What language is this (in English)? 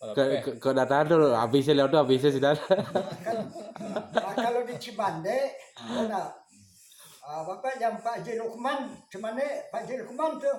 Minangkabau